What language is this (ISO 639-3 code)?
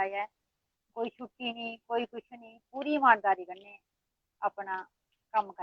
doi